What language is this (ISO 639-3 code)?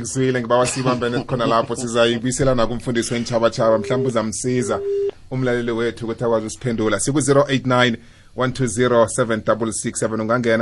nbl